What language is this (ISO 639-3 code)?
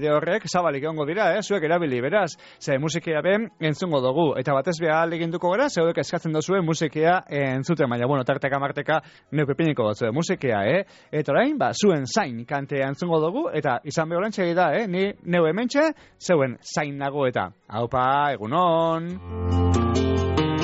eus